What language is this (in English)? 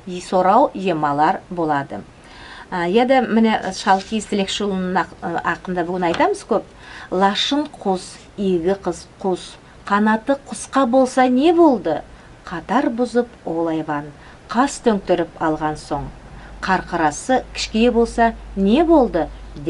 Nogai